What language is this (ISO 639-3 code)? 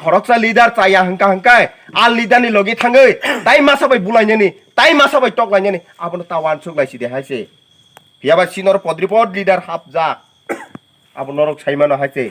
trp